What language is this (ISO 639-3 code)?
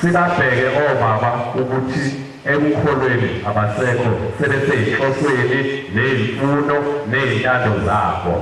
zul